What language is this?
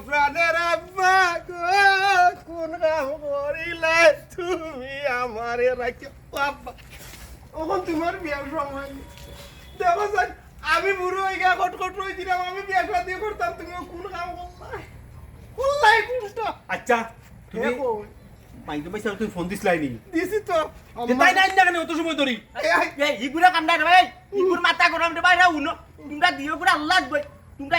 Sylheti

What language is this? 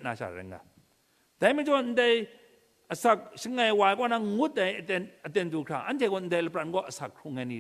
Kachin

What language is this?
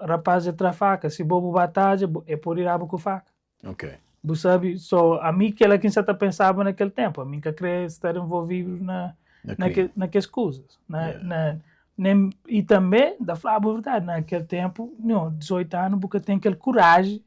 Kabuverdianu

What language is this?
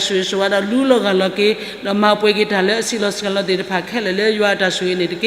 S'gaw Karen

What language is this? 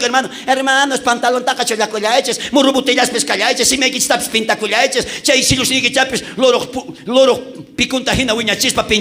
South Bolivian Quechua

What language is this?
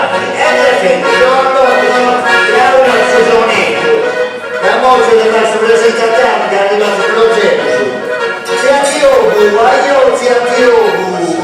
Sardinian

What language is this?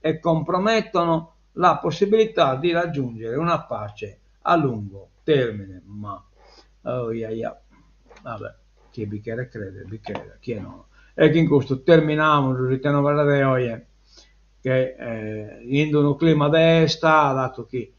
Sardinian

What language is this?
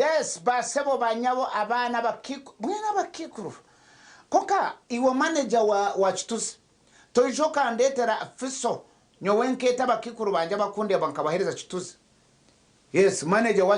Nyankole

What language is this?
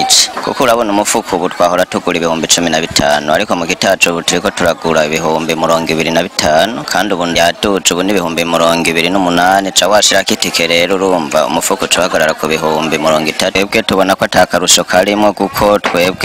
Rundi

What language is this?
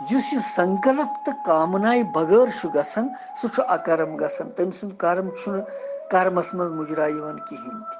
Kashmiri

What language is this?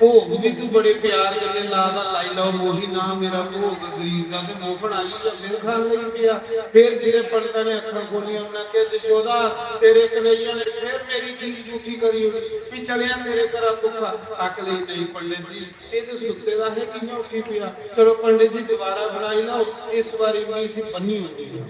Dogri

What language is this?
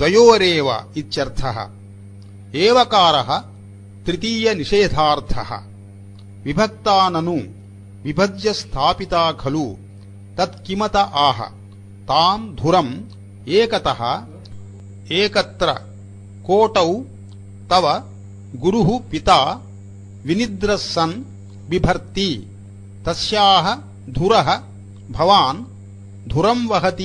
Sanskrit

